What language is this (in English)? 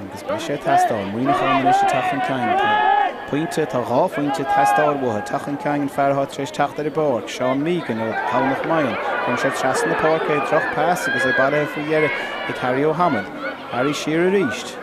Irish